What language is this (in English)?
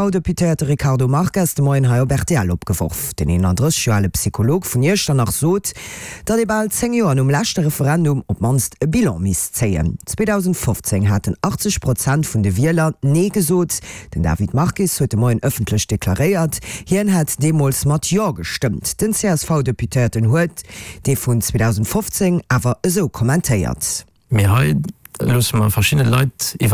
Luxembourgish